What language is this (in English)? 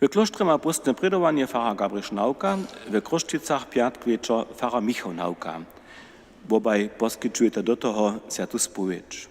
Upper Sorbian